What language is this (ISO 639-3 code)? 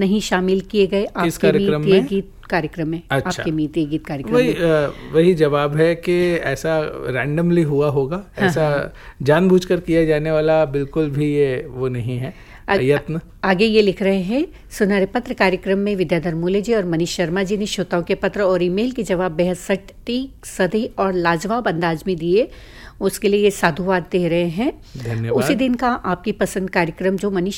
hin